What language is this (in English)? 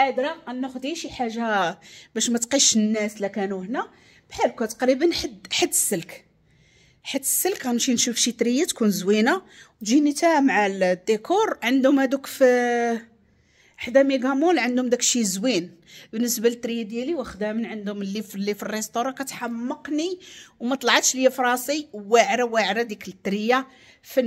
Moroccan Arabic